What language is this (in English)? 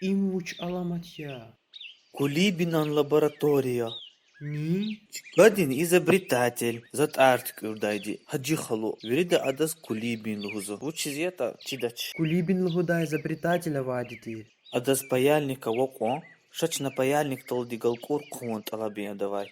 Lezghian